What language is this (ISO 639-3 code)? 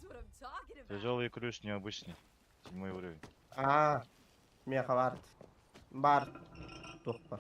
sah